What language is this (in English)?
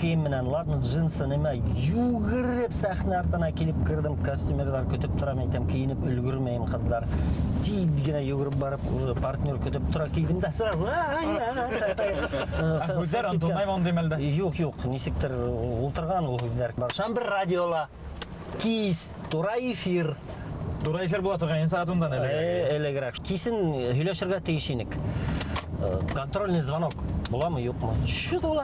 Bashkir